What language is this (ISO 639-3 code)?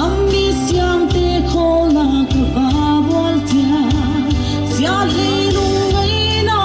pck